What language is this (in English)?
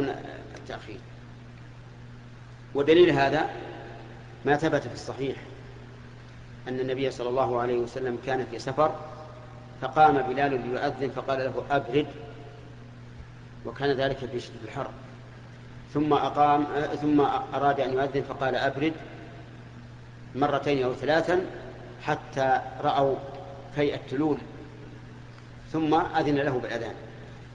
Arabic